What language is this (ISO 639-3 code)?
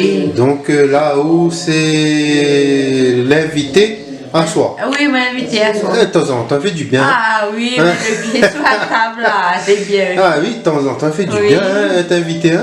rcf